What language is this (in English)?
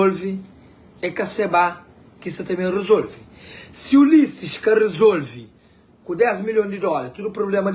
Kabuverdianu